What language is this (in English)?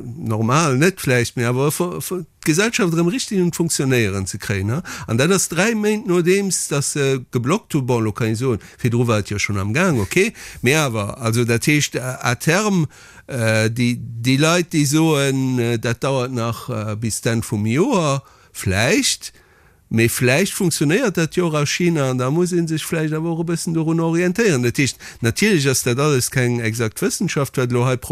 Luxembourgish